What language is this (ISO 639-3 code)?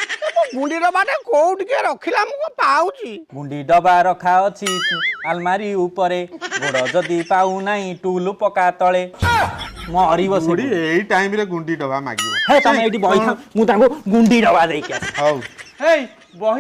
ori